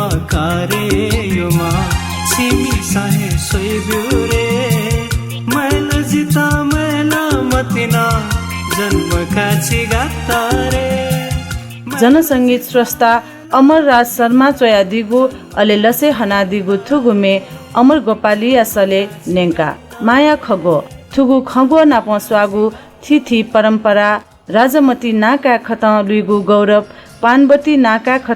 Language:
Newari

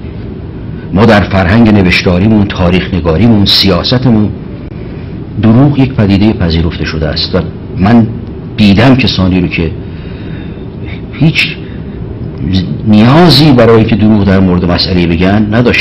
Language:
Persian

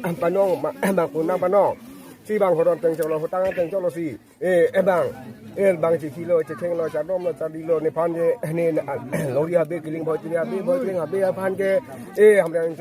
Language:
Karbi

